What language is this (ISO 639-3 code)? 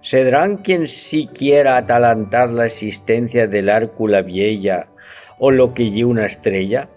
ast